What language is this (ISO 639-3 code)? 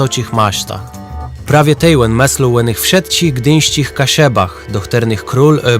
csb